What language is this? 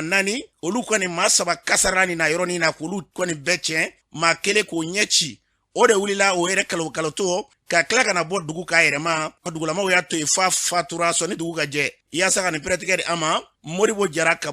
Bambara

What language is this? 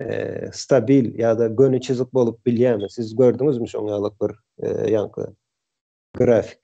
Turkmen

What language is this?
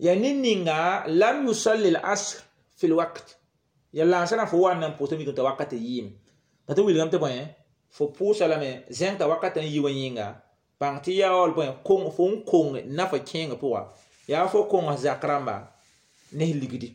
Mossi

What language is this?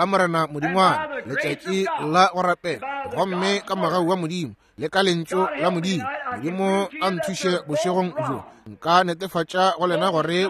Northern Sotho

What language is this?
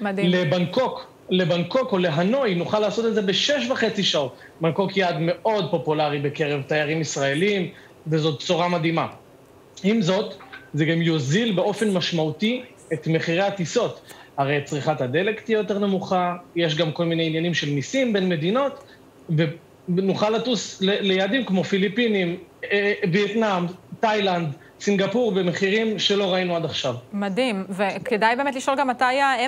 Hebrew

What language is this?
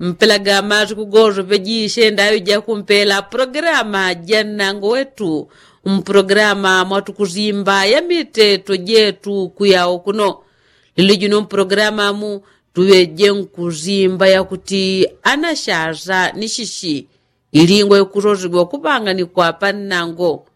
Yao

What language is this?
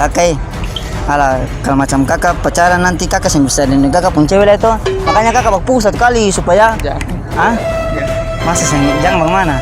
Ambonese Malay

